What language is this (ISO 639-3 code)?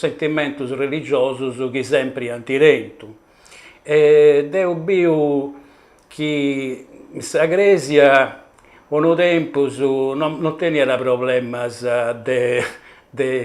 srd